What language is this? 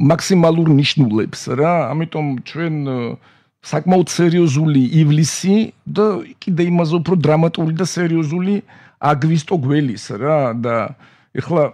Georgian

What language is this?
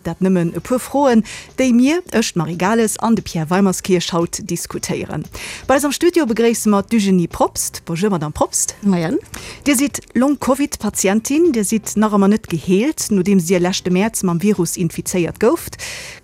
Luxembourgish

